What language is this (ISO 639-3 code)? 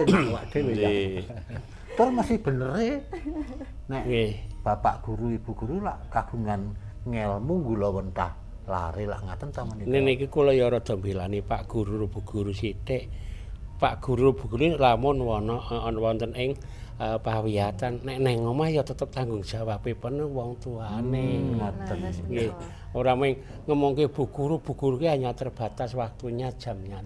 jav